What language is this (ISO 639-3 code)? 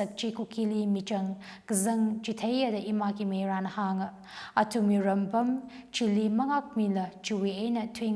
nmf